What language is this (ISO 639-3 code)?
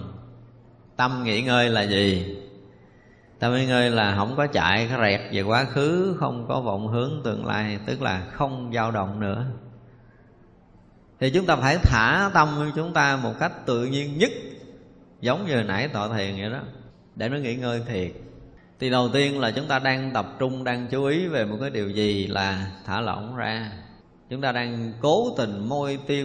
vie